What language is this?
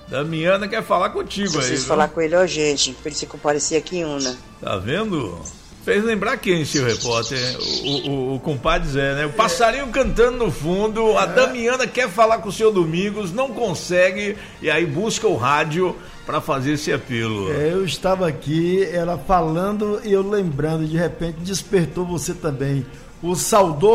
Portuguese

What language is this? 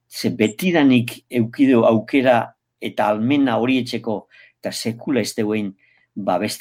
Basque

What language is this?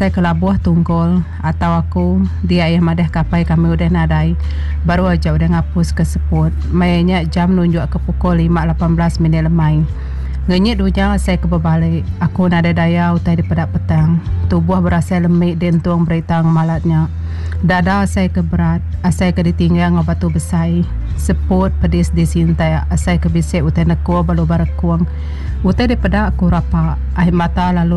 Iban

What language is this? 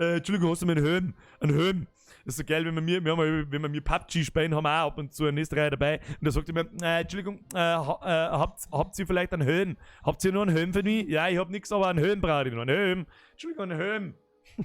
Bavarian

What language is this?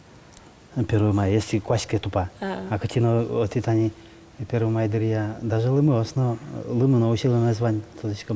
Udmurt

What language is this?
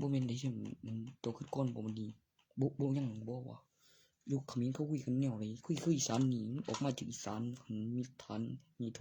Northeastern Thai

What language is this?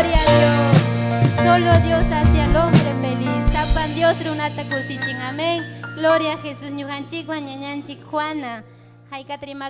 Ayacucho Quechua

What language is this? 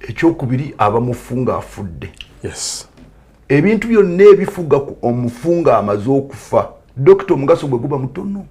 Ganda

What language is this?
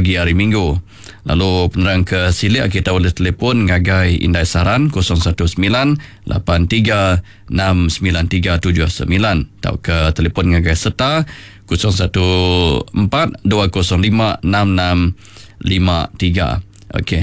Iban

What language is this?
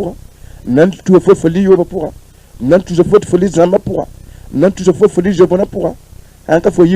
Mossi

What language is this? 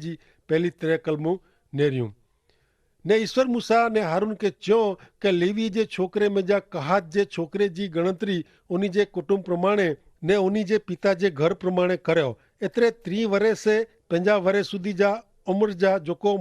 Kachhi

